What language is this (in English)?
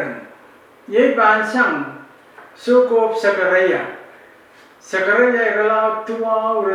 Pohnpeian